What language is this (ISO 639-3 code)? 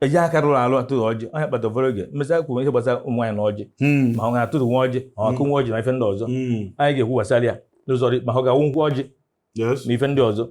ibo